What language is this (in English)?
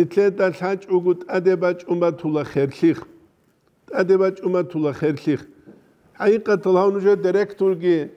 Avaric